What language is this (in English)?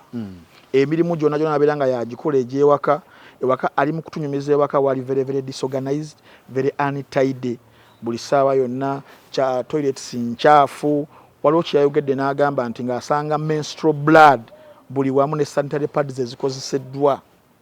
Ganda